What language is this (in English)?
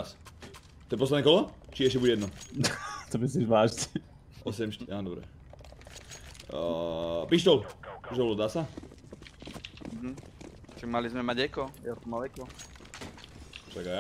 Slovak